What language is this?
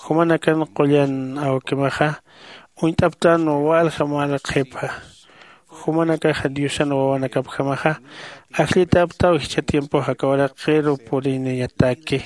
Aymara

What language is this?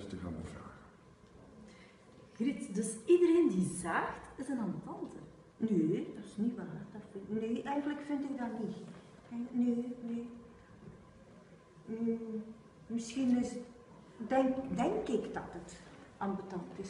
Dutch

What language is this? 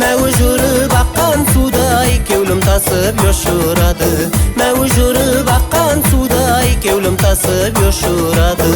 Kara-Kalpak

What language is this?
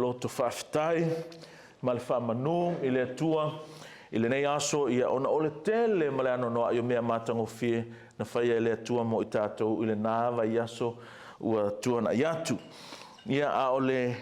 Samoan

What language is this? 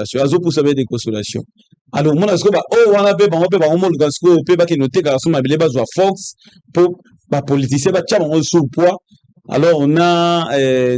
Lingala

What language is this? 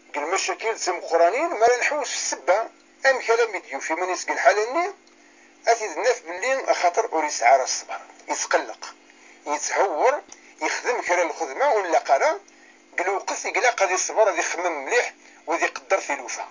Kabyle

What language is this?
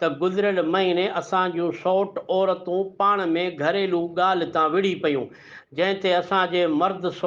Sindhi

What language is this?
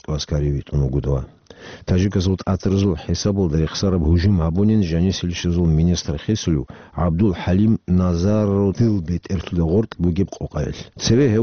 Avaric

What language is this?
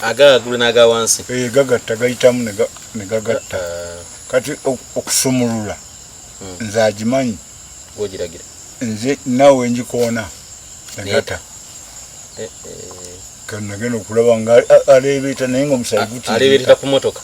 Ganda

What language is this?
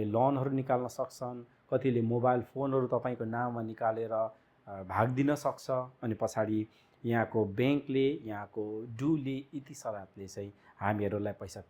Nepali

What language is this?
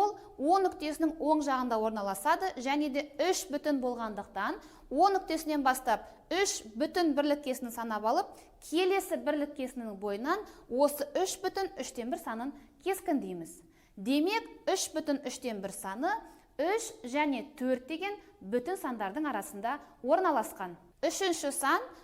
Kazakh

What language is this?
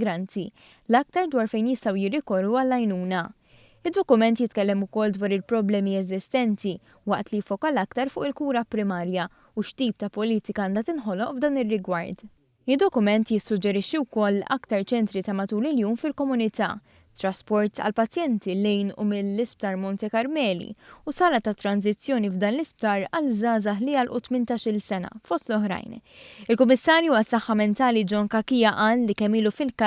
Maltese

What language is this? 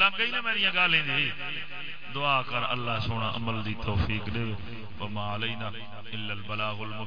Saraiki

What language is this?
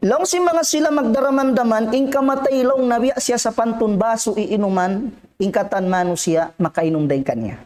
Tausug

